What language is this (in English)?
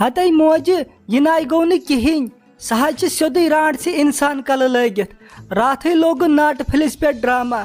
Kashmiri